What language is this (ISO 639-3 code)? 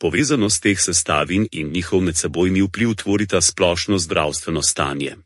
slv